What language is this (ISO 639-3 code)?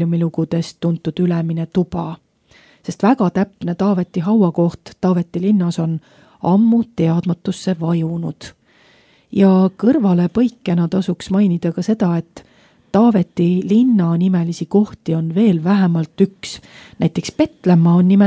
est